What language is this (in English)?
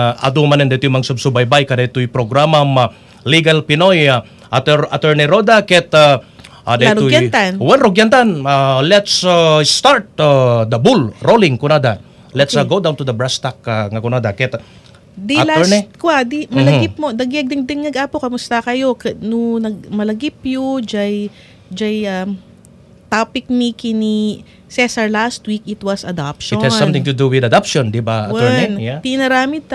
Iloko